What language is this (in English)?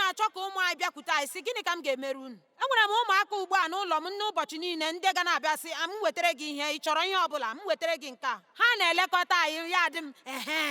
Igbo